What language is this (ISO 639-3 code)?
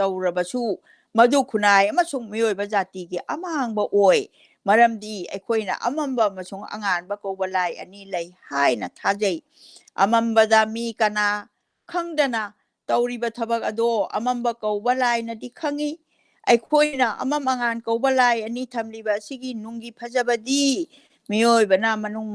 mni